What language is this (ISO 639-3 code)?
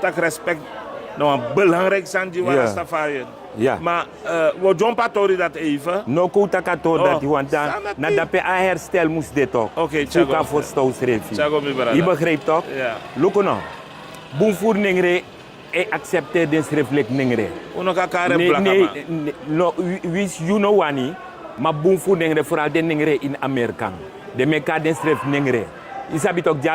srn